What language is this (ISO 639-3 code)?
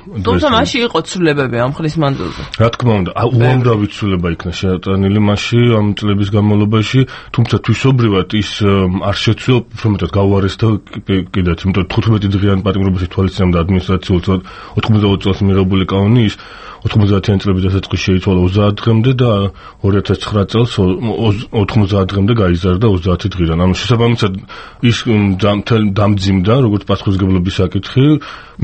kat